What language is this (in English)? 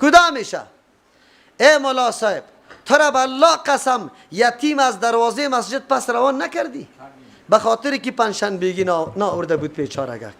Persian